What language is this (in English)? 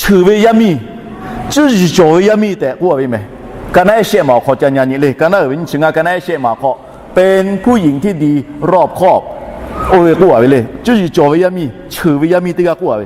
Lahu